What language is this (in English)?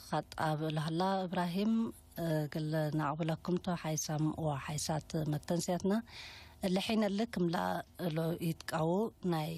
Tigre